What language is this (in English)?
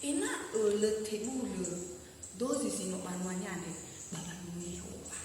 Nias